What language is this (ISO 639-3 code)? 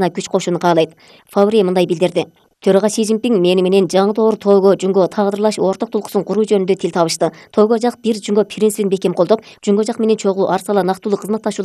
kir